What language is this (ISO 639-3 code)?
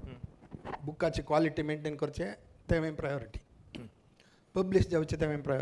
kok